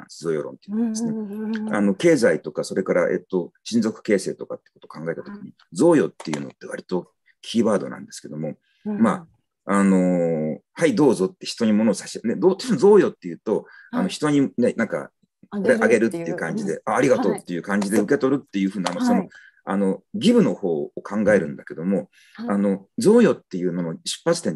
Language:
Japanese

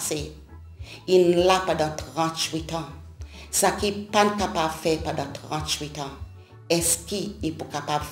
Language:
Seselwa Creole French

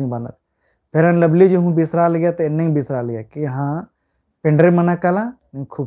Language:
Kurukh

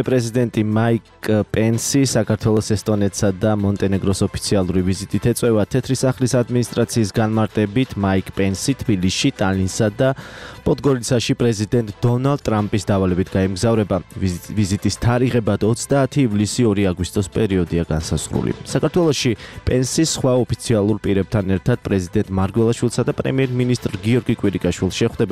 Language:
Georgian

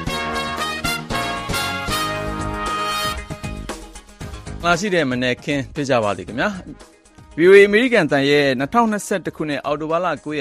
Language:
Burmese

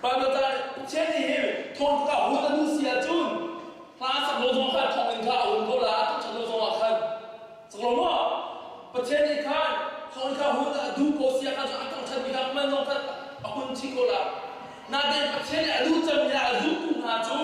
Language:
Hakha Chin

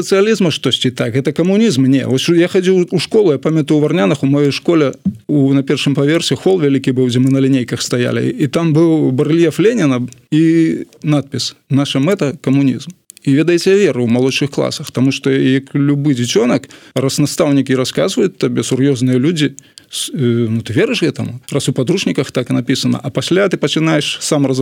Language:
Belarusian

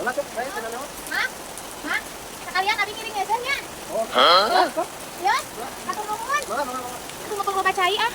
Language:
Sundanese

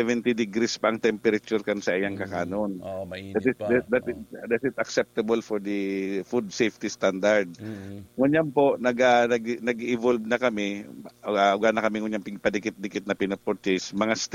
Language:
Bikol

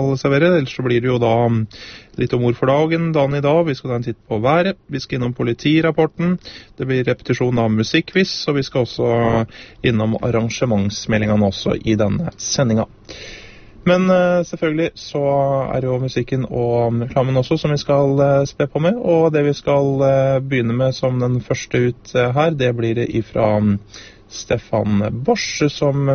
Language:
Norwegian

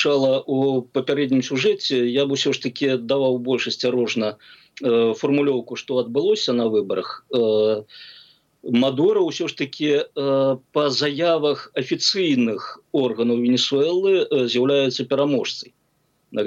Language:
Belarusian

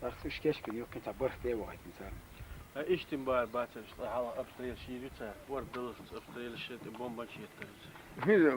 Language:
Chechen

